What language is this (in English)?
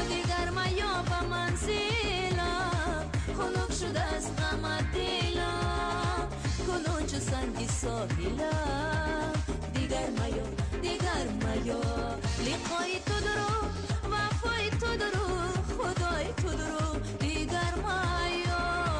Persian